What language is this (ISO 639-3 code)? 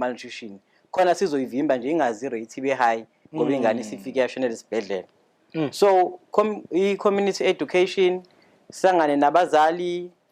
zul